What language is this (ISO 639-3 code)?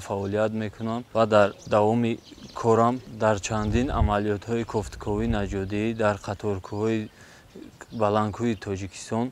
tgk